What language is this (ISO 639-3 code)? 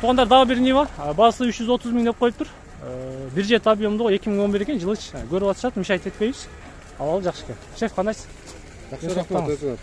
kir